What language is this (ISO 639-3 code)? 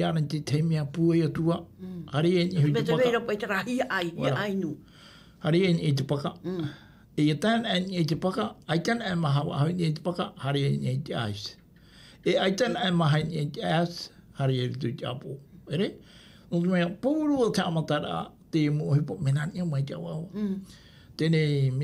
tah